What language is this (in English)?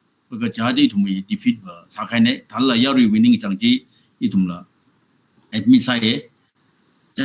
Tangkhul Naga (India)